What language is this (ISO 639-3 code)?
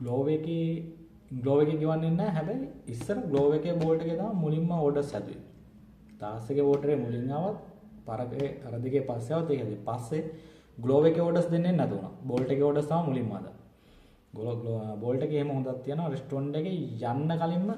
sin